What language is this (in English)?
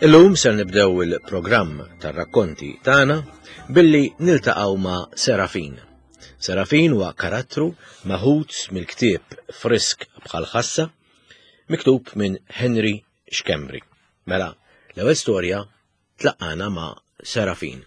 Maltese